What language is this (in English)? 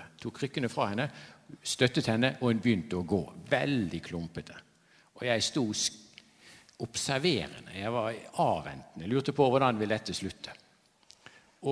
Norwegian